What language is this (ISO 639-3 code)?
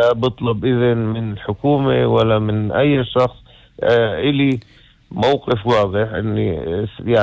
apc